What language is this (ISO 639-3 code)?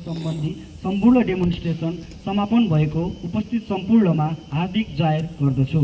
nep